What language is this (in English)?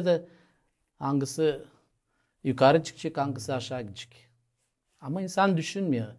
Gagauz